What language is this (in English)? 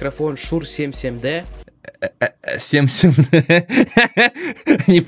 Russian